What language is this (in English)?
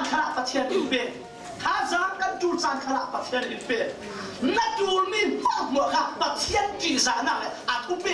Falam Chin